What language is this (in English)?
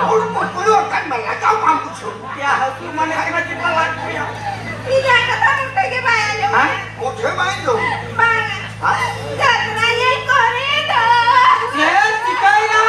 Santali